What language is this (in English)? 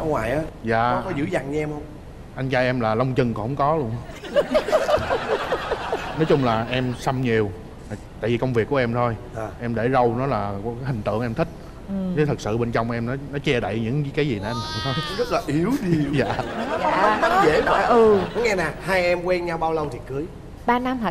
Vietnamese